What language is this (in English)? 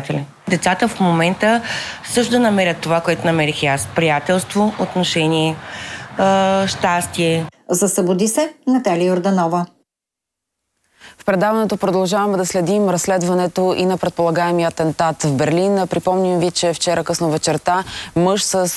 Bulgarian